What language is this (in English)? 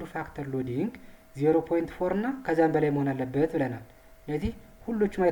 Amharic